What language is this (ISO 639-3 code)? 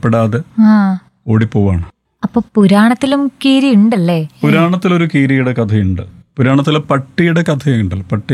mal